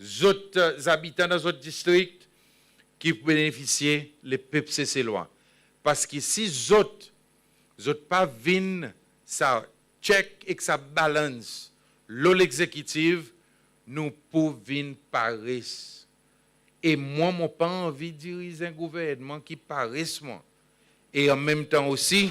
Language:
Seselwa Creole French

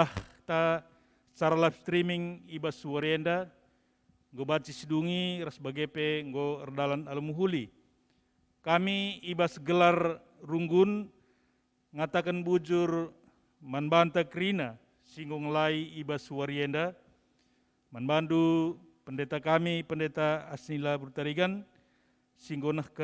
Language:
Batak Karo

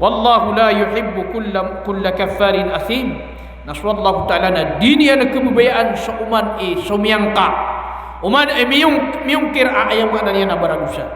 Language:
Maranao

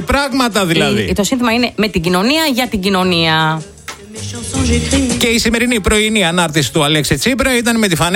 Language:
Greek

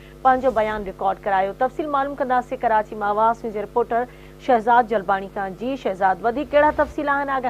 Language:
Sindhi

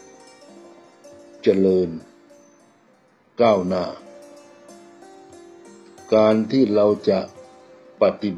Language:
Thai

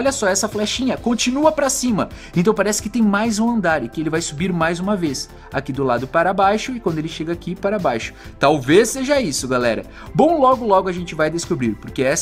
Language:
Portuguese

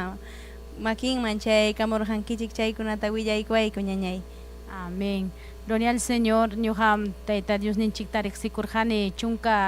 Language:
Ayacucho Quechua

